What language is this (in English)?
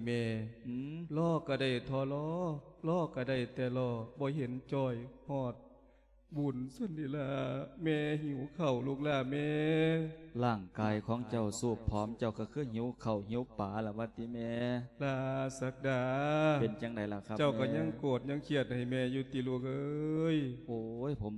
Lao